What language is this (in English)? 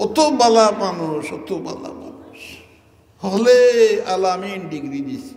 Sylheti